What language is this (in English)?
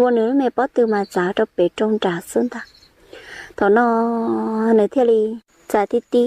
Hmong